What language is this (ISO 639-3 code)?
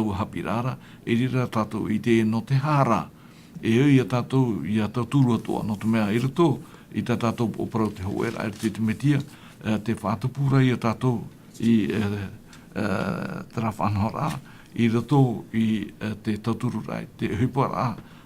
tah